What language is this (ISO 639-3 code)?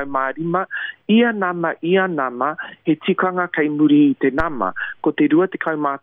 mri